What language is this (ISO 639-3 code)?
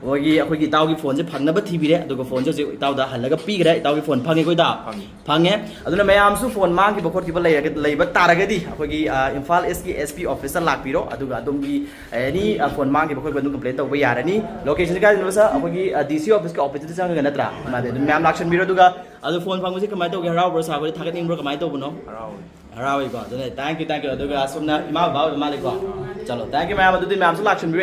mni